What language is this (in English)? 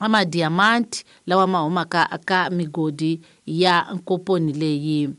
Tsonga